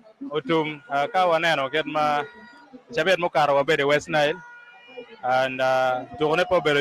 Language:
Acoli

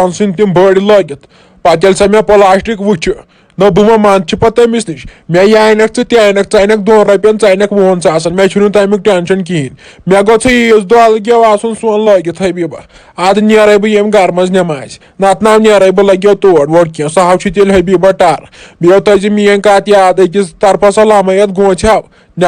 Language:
Kashmiri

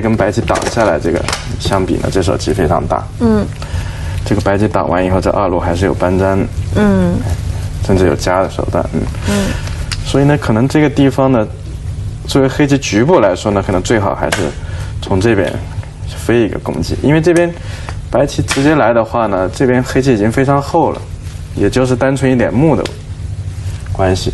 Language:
Chinese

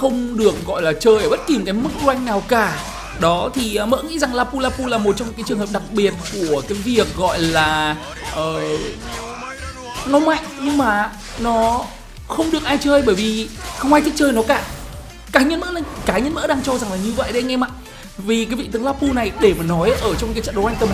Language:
Vietnamese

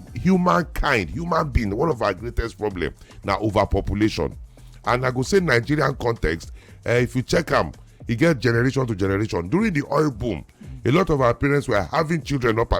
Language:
Nigerian Pidgin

